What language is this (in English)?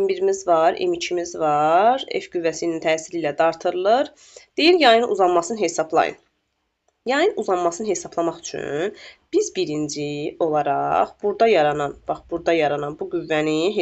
Azerbaijani